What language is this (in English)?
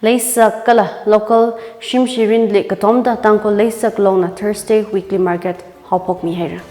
Tangkhul Naga (India)